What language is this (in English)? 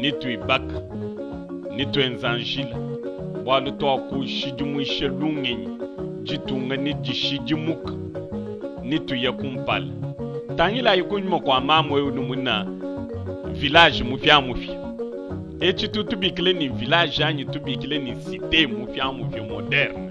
Luba-Lulua